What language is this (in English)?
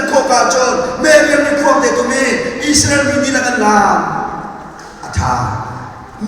Hakha Chin